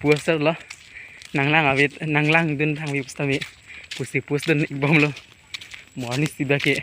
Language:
Karbi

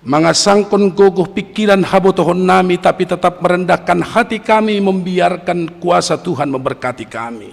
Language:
Batak Simalungun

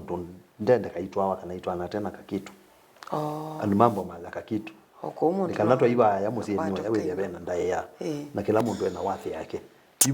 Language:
Kamba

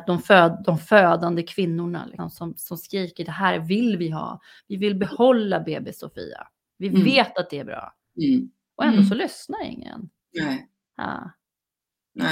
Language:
Swedish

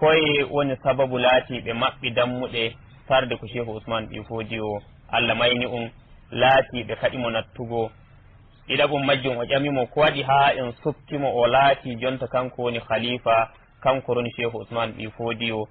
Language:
Nigerian Fulfulde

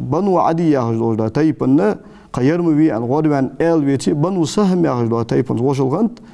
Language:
Ingush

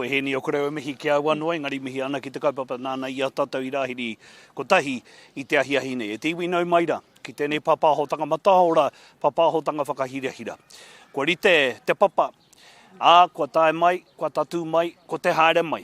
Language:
Māori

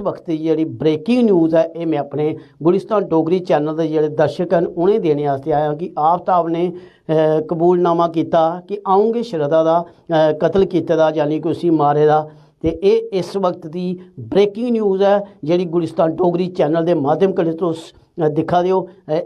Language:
Dogri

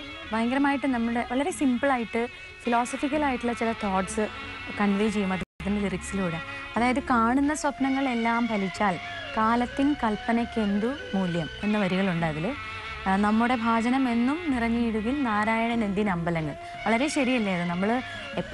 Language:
Malayalam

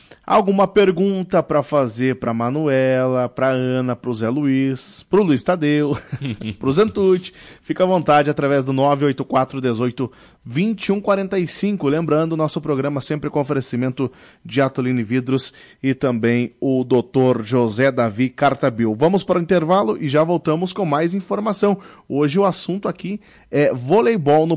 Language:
Portuguese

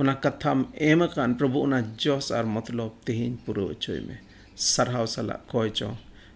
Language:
Santali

